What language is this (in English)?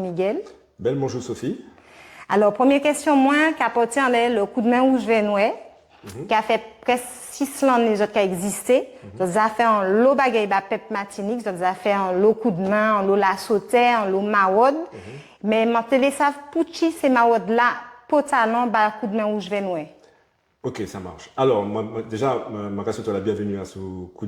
Guadeloupean Creole French